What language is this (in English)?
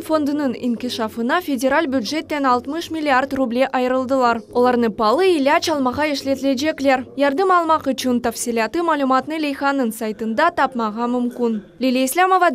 Crimean Tatar